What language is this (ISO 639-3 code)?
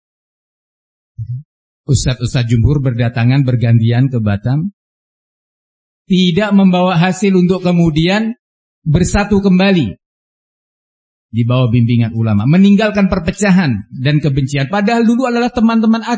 ind